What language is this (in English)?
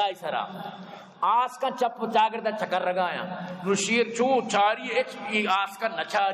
Eastern Balochi